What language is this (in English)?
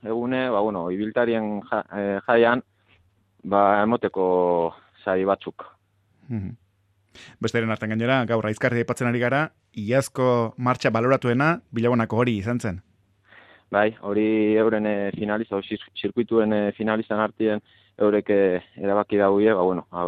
Basque